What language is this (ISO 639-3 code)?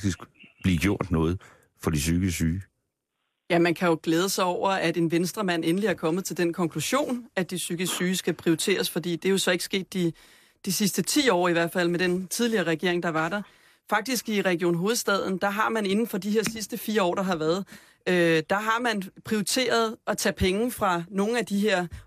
dan